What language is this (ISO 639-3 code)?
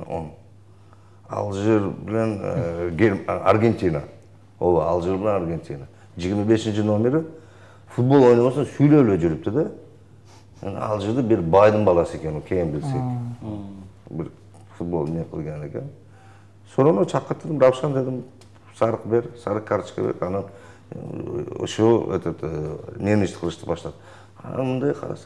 kir